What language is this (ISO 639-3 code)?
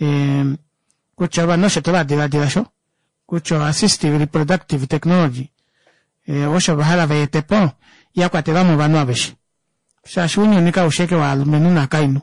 kua